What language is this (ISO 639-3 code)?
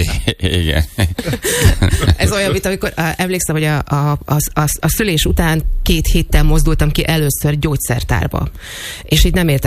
hun